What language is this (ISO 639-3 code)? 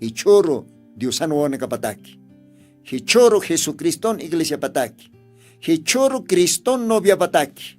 aym